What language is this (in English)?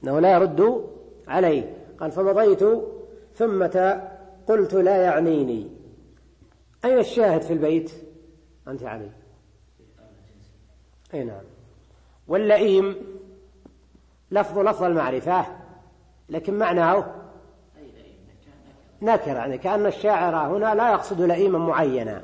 Arabic